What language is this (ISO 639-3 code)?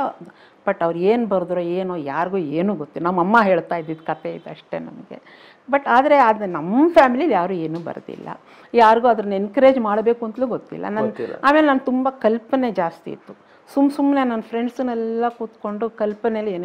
kan